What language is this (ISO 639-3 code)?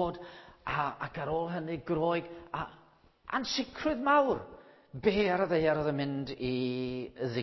cym